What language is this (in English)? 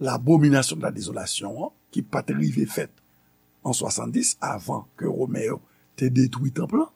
Haitian Creole